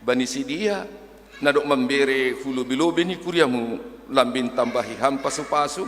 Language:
Batak Simalungun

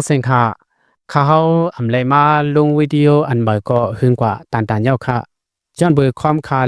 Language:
Shan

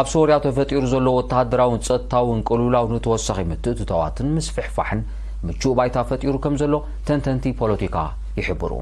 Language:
Tigrinya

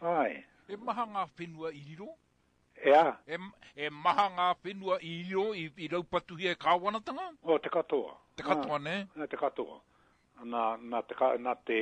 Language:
Māori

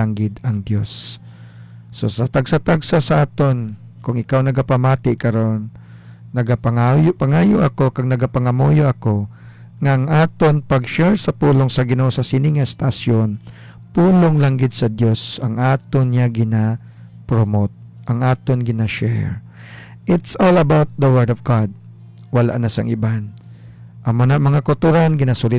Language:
Hiligaynon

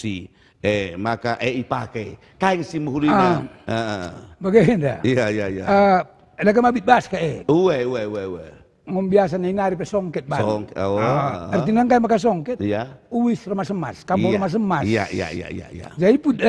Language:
Batak Karo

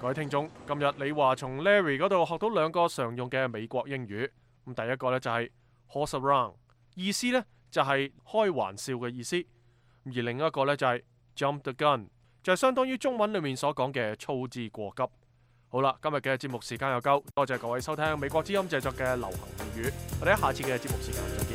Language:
Cantonese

